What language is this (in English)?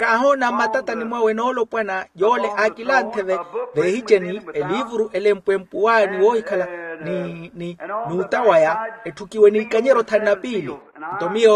Makhuwa